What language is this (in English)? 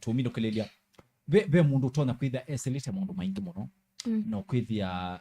Kamba